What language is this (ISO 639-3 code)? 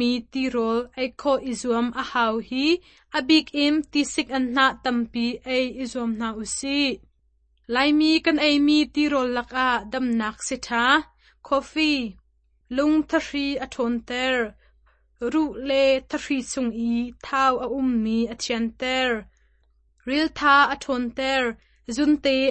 cnh